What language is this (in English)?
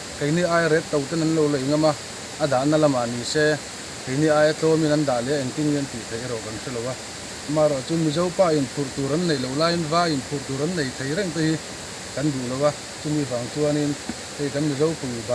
Mizo